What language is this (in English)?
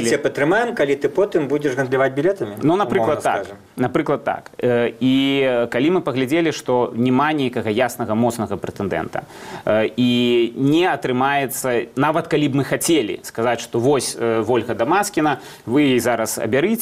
Belarusian